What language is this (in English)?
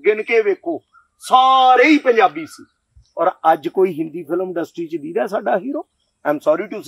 Punjabi